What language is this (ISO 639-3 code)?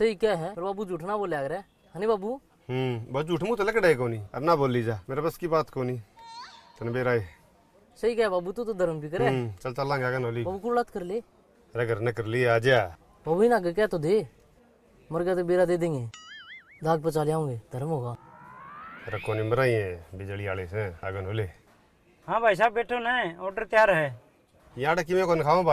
bgc